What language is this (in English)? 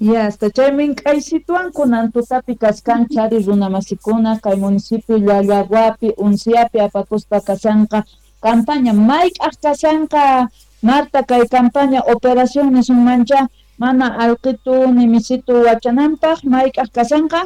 Quechua